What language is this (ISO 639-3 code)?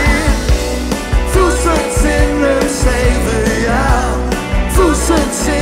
isl